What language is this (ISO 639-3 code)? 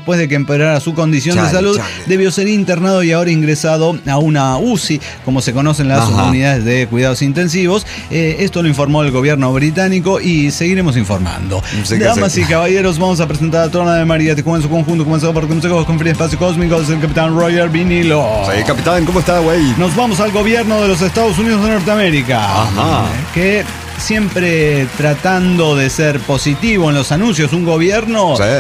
spa